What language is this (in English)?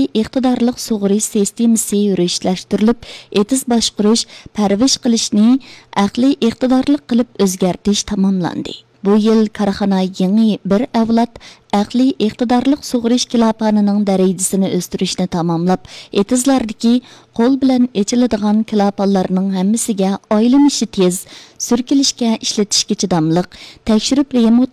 Uyghur